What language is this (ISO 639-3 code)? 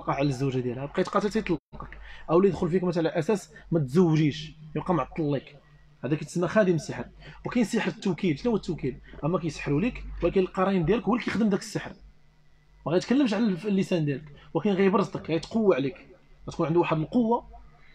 ary